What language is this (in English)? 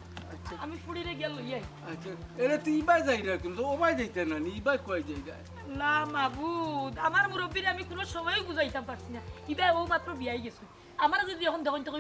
Sylheti